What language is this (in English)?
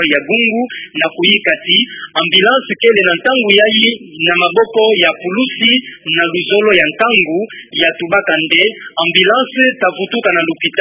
Kituba (Democratic Republic of Congo)